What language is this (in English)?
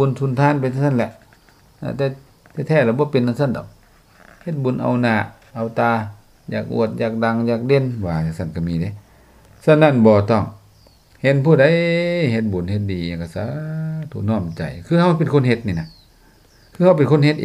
Lao